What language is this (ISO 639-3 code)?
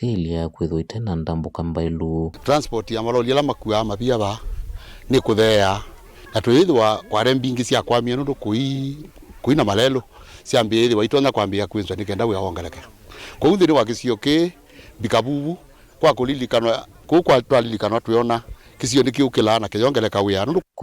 kam